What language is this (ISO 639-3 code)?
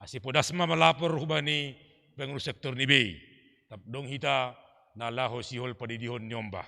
bts